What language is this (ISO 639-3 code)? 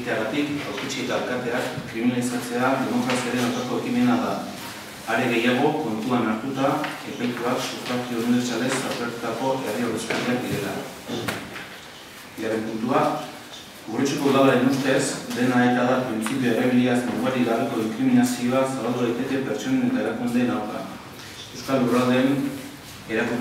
eus